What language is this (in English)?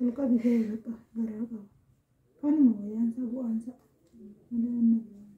Oromo